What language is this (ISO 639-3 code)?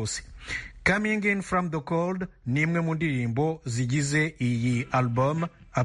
kin